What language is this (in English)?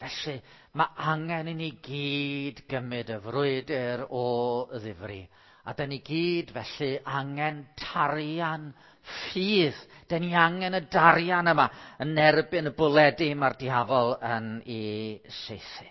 Welsh